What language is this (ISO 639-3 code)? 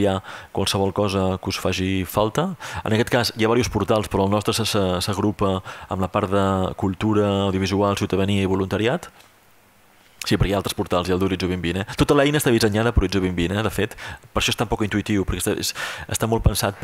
cat